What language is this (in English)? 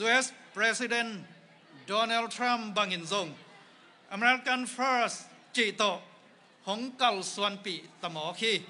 Tedim Chin